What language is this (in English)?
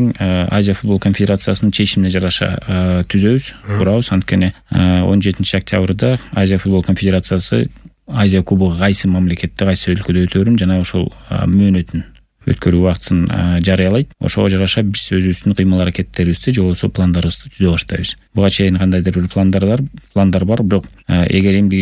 Kyrgyz